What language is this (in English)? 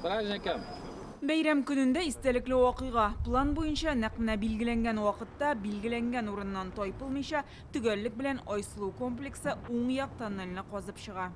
Tatar